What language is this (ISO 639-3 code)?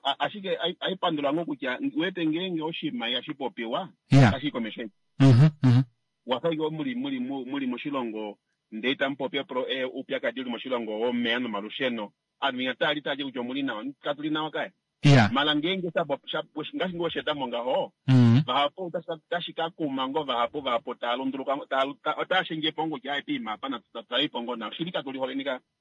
kua